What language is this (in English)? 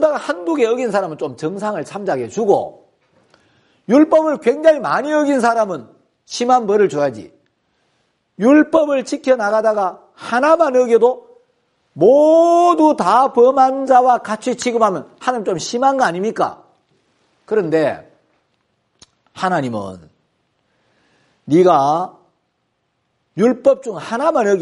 Korean